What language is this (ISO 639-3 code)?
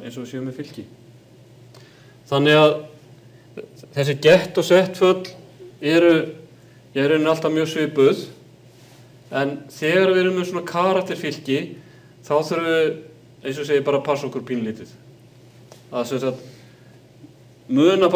isl